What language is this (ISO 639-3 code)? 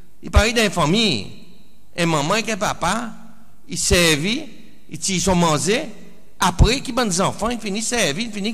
crs